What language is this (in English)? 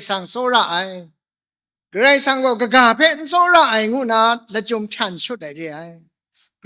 Kachin